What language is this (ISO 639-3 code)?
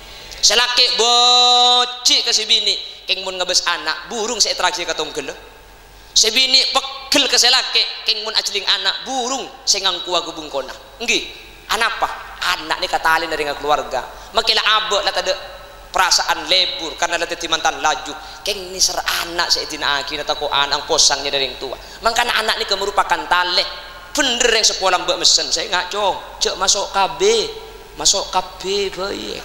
mad